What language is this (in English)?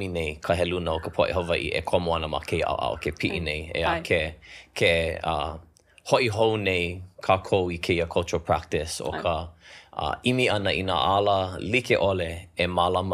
Hawaiian